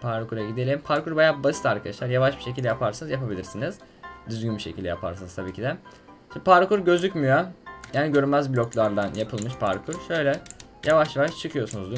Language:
Turkish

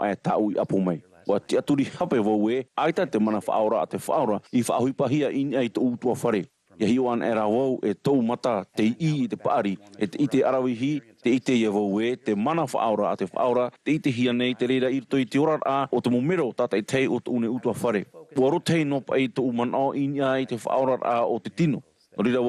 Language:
Tahitian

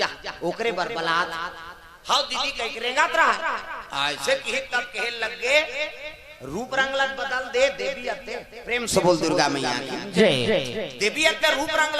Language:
Chhattisgarhi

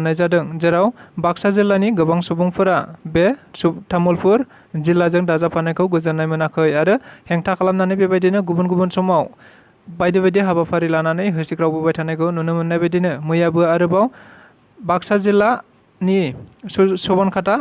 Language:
Bodo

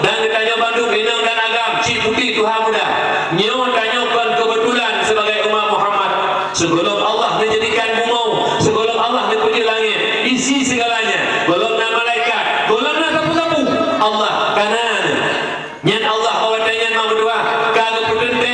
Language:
Achinese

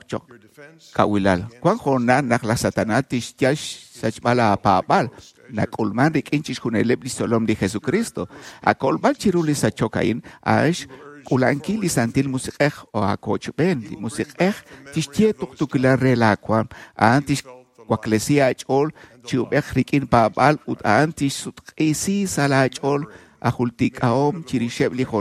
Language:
Kekchí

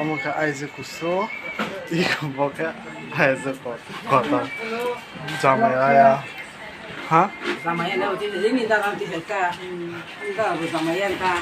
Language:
Kok Borok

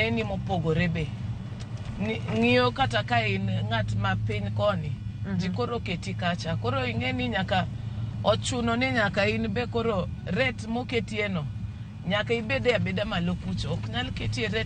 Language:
Luo (Kenya and Tanzania)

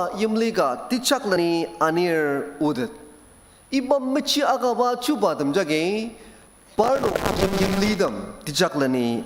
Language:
Ao Naga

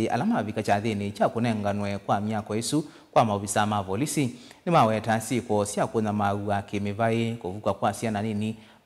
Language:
Kamba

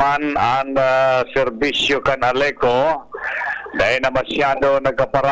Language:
Bikol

